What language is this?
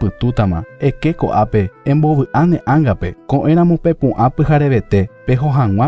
Guarani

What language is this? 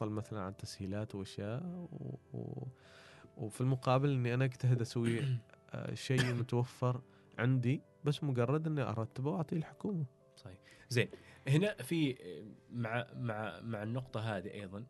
Gulf Arabic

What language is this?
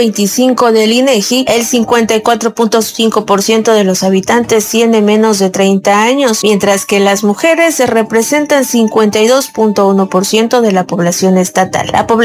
Spanish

